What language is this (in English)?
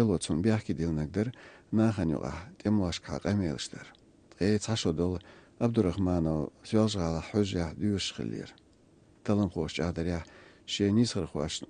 Chechen